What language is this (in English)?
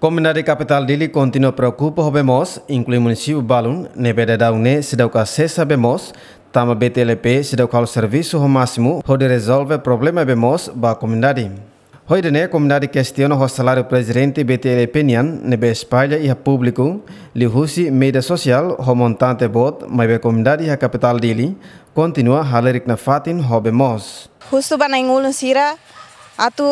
Tetum